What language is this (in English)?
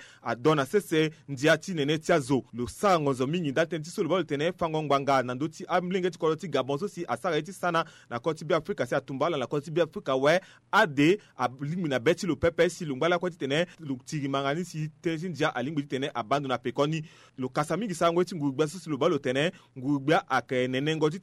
Sango